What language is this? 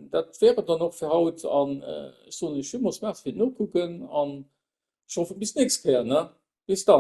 Luxembourgish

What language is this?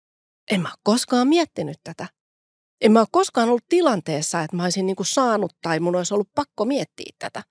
Finnish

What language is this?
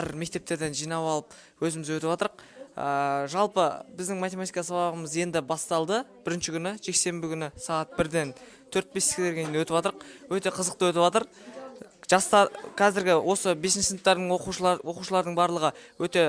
Kazakh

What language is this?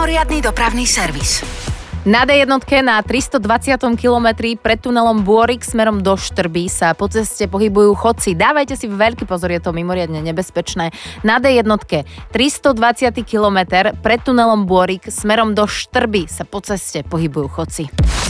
Slovak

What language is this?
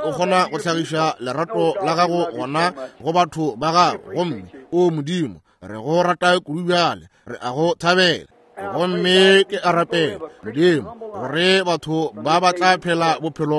Northern Sotho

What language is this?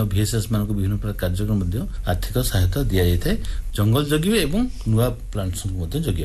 Odia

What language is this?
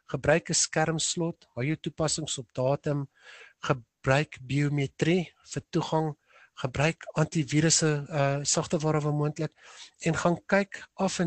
Afrikaans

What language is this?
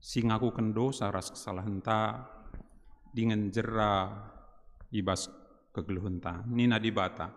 Batak Karo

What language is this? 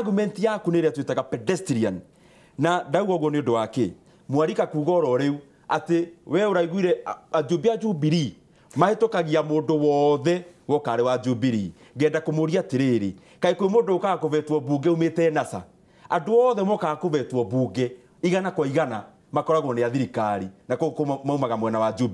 Kikuyu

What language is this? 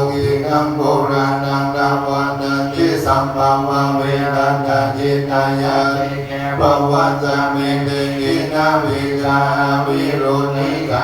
Pali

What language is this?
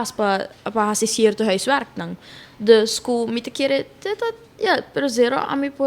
Papiamento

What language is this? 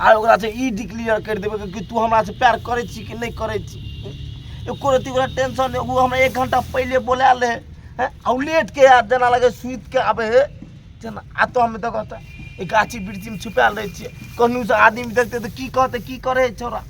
Maithili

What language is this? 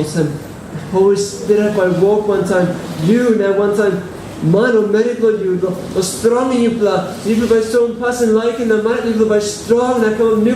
Tok Pisin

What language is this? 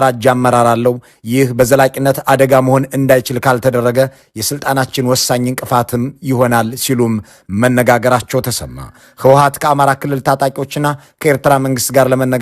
Amharic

